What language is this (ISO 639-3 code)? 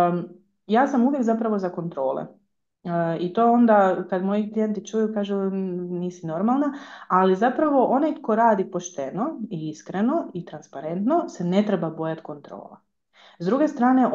hrv